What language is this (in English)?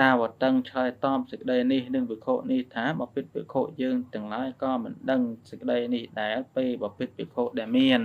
Khmer